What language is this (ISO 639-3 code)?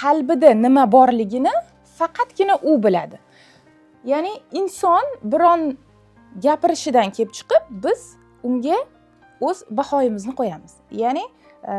uzb